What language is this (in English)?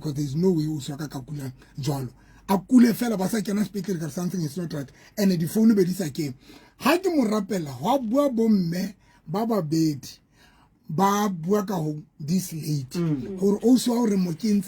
Southern Sotho